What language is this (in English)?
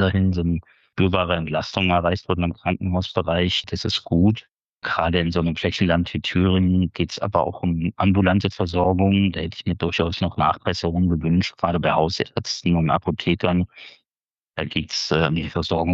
German